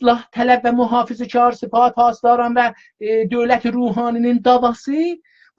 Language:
South Azerbaijani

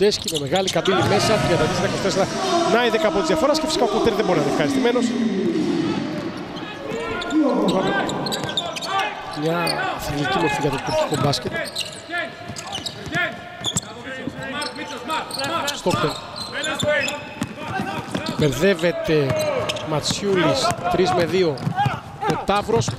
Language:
Greek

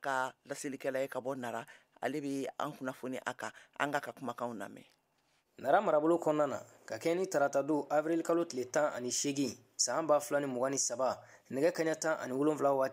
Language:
Bambara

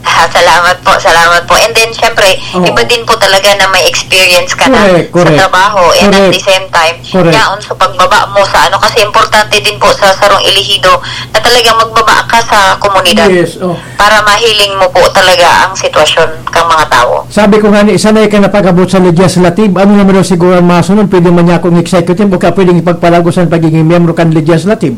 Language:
Bikol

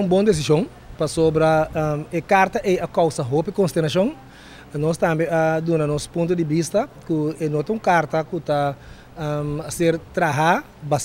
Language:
Papiamento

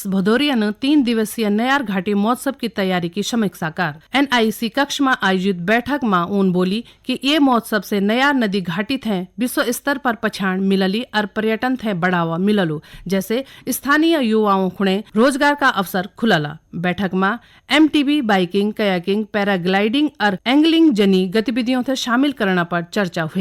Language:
Garhwali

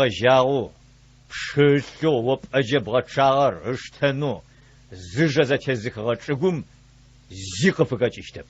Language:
Adyghe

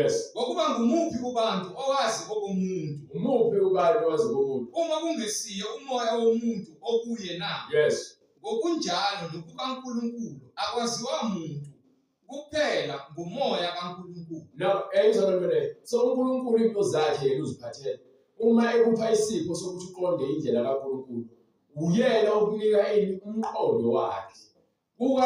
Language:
Zulu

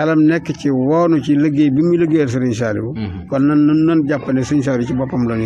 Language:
Wolof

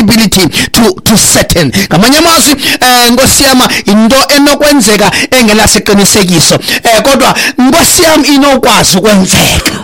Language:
Xhosa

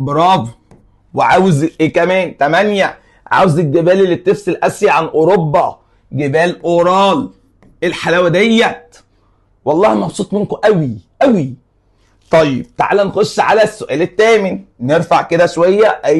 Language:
Egyptian Arabic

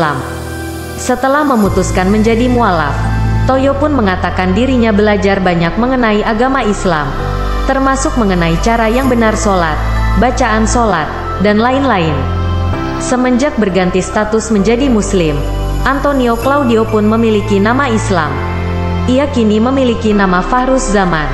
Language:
Indonesian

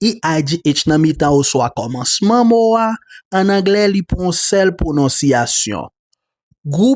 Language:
Haitian Creole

